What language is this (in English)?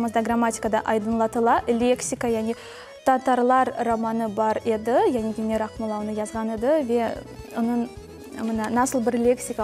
Crimean Tatar